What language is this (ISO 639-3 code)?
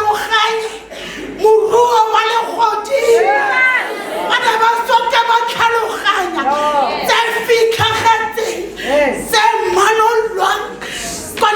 tsn